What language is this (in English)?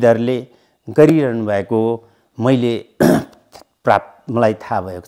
Nepali